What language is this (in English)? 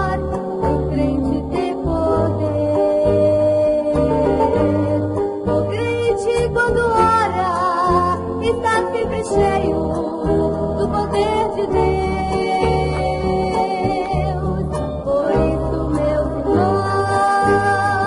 Portuguese